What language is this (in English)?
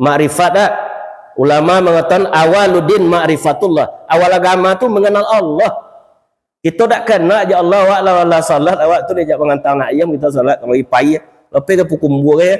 Minangkabau